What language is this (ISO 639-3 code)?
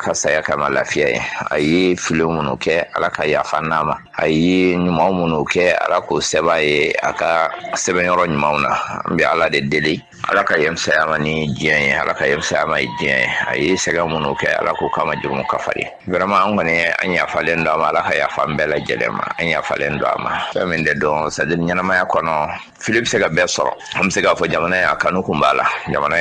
bam